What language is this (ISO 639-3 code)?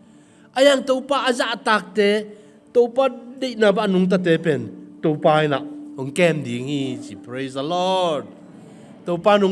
ctd